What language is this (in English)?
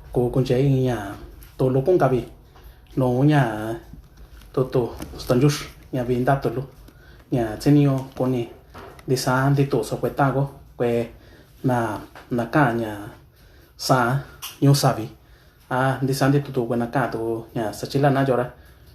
Mixtepec Mixtec